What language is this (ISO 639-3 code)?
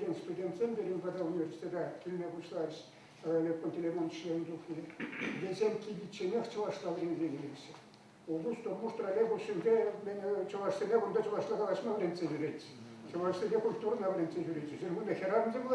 chv